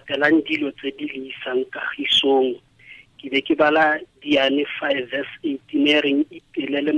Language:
Tswana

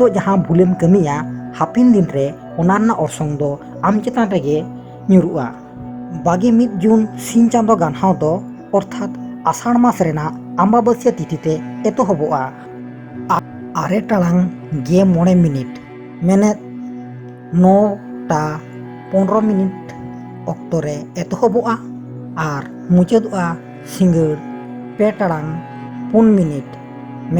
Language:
Santali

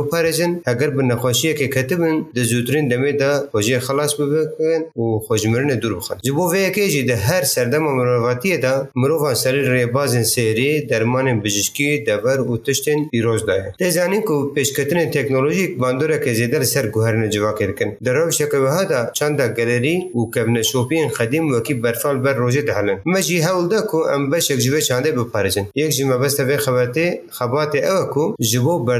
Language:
Kurdish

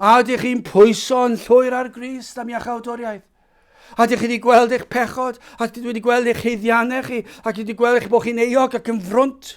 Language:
Welsh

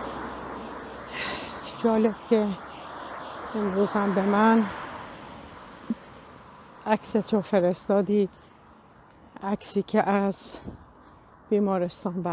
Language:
Persian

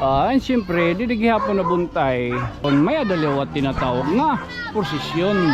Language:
Waray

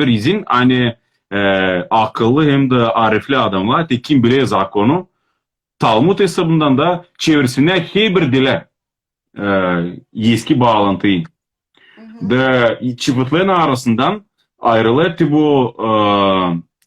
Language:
Crimean Tatar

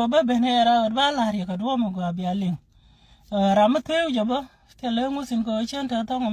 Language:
Nuer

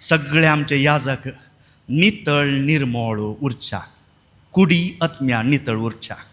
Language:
Konkani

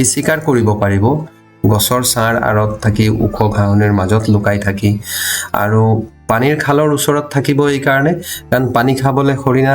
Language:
Assamese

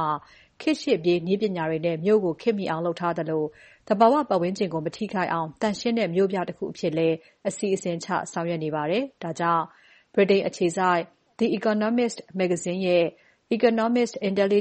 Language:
Burmese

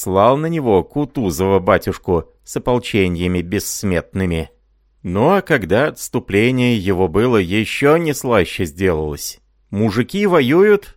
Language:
Russian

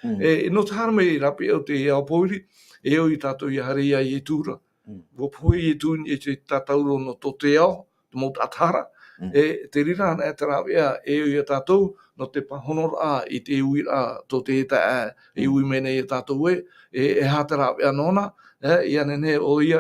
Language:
Tahitian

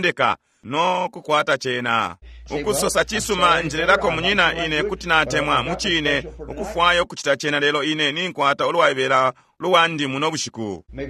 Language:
Bemba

